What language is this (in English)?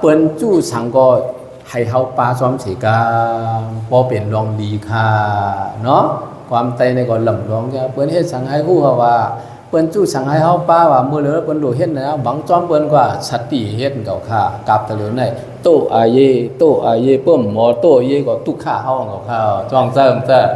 Shan